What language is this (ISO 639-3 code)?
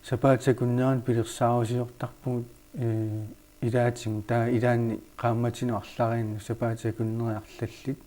kal